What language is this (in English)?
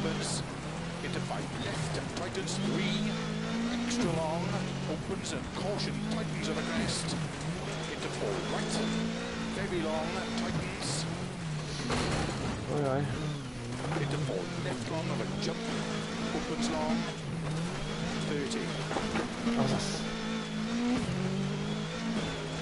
English